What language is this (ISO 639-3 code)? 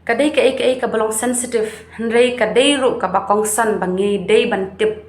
kha